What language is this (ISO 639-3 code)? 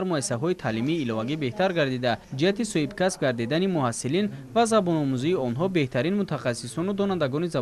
tgk